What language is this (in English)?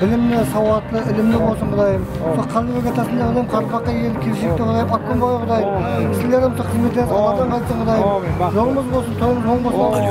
Kara-Kalpak